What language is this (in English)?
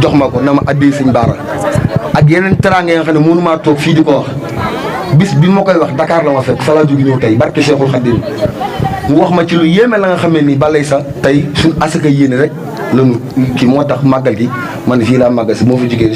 Wolof